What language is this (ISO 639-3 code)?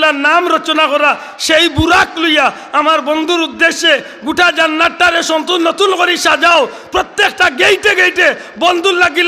syl